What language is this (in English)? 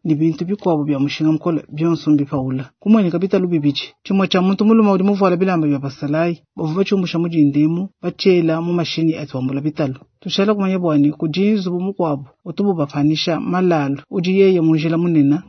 Luba-Lulua